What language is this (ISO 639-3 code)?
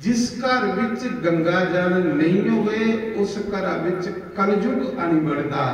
doi